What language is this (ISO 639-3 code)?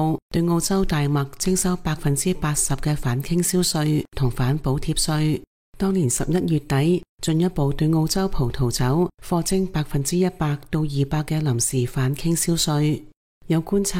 yue